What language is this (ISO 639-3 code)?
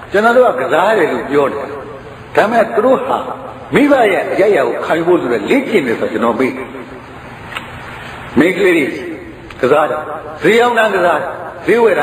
mya